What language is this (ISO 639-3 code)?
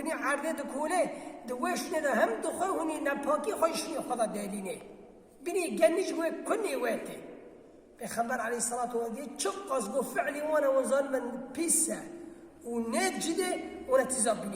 kur